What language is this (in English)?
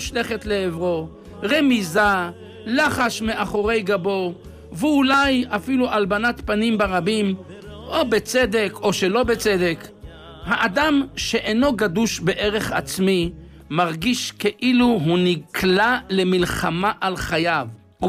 Hebrew